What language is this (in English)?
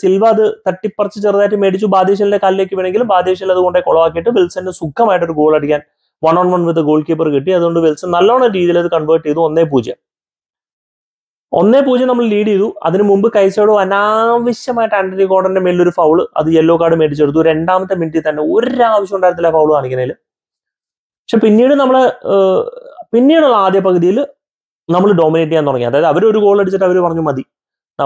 Malayalam